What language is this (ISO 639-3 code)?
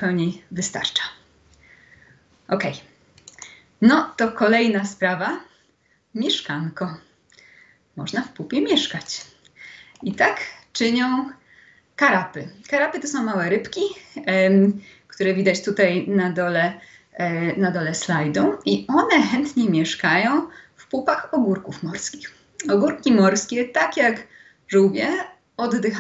pol